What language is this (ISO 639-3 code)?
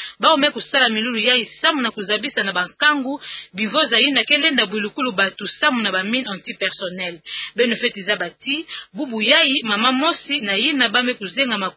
ktu